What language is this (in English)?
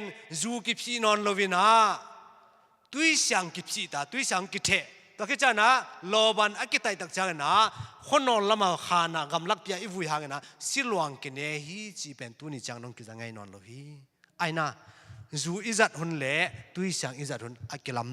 Tedim Chin